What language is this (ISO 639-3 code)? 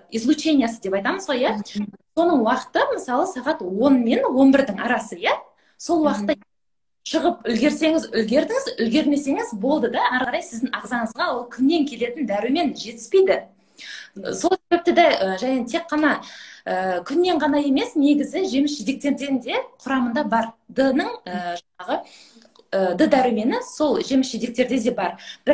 kaz